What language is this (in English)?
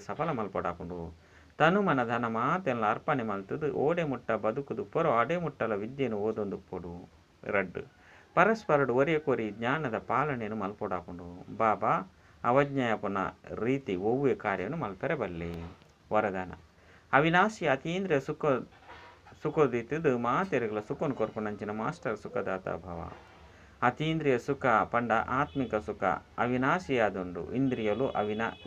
Tulu